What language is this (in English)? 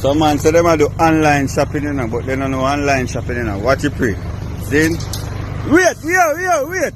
Jamaican Creole English